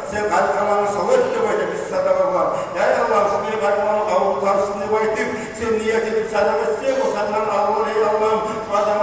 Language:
Kumyk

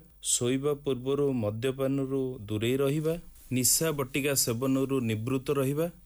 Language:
Odia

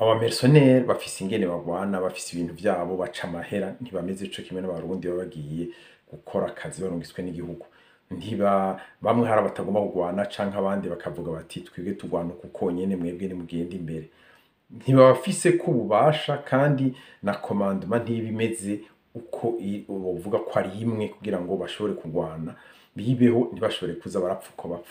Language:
Rundi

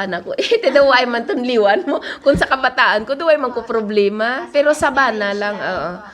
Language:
Hiligaynon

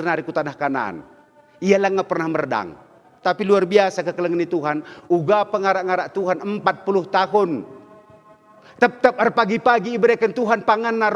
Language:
Batak Karo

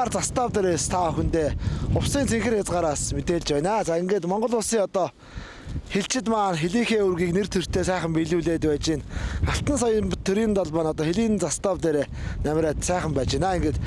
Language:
Mongolian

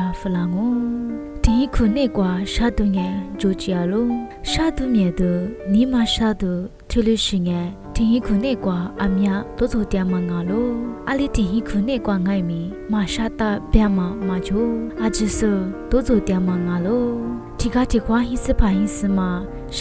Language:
Lisu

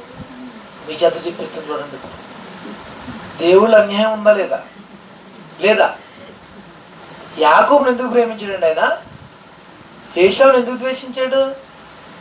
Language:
Telugu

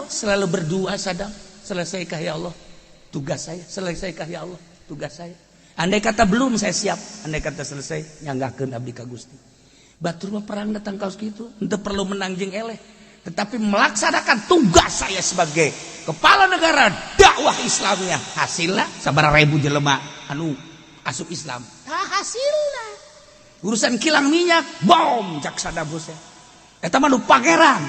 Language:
Sundanese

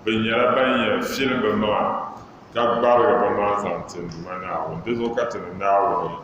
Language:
Dagbani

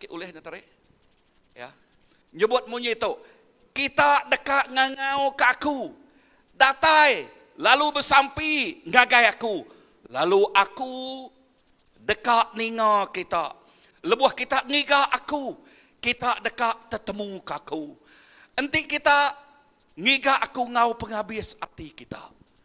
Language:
Iban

